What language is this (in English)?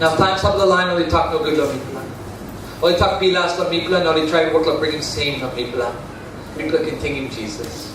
Tok Pisin